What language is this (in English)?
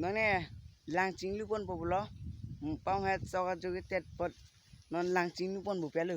Karbi